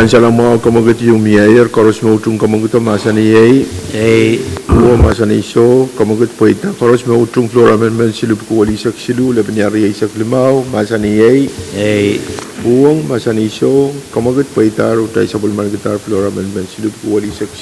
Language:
Pohnpeian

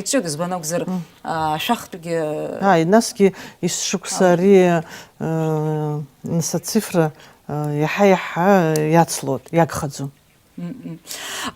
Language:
Abkhazian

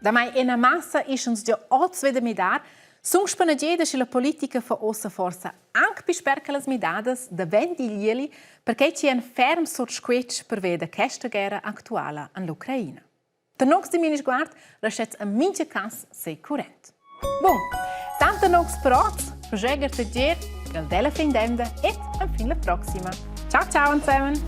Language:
Romansh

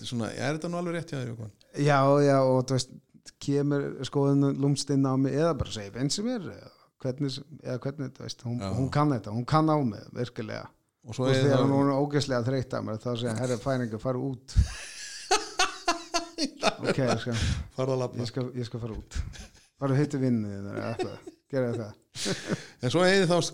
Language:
Icelandic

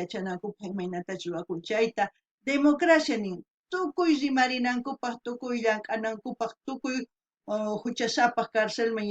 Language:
South Bolivian Quechua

